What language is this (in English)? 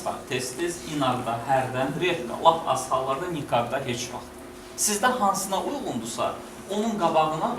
Azerbaijani